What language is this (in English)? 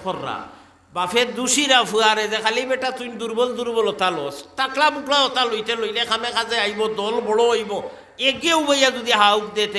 Sylheti